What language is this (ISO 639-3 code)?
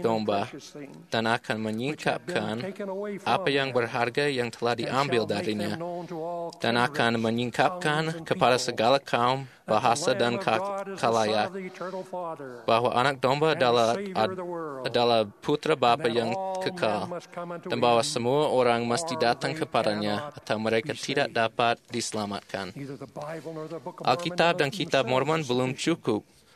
ind